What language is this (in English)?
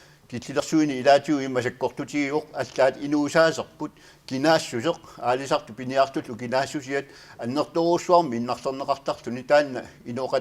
Kalaallisut